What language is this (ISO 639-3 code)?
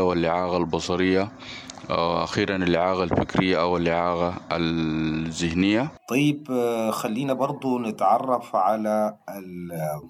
apd